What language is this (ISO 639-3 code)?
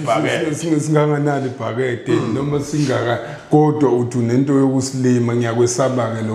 zul